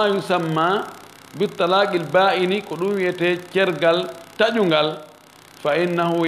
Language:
Fula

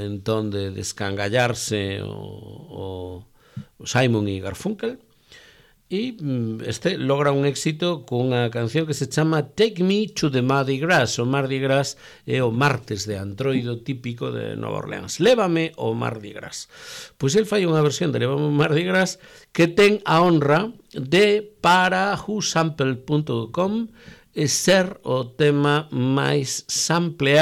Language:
Galician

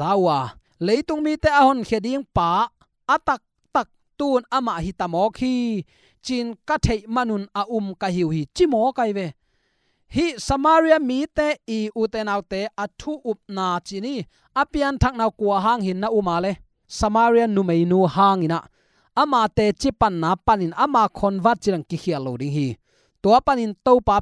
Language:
Tedim Chin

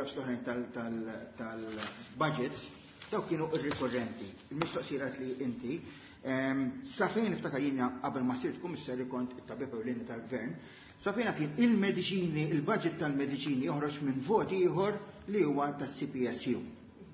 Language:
Maltese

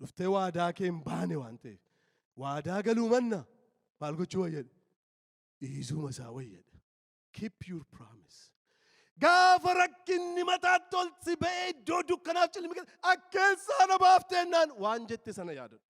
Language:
Oromo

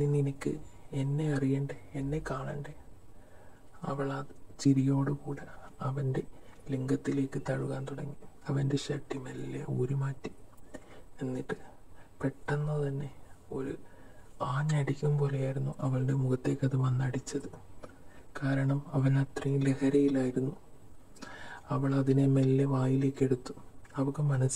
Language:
Malayalam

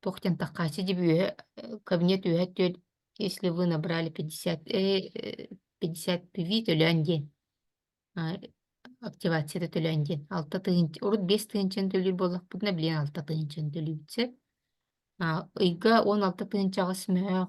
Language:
Yakut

